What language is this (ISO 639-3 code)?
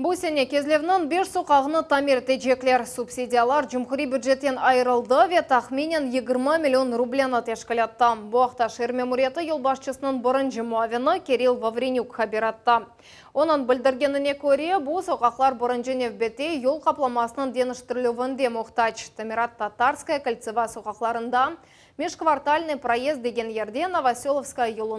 crh